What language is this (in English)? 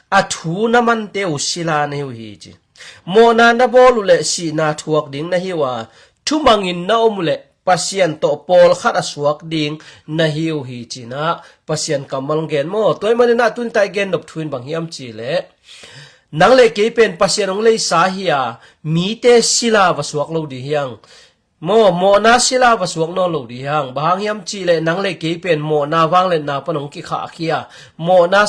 Tedim Chin